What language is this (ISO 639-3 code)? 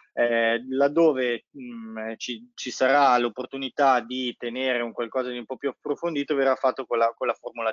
ita